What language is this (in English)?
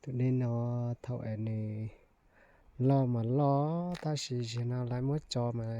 Hmong